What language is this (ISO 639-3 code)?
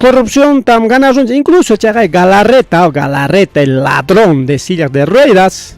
quy